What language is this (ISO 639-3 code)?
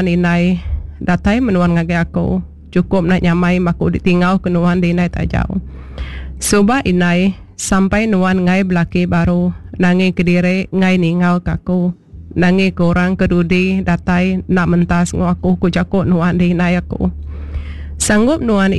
iba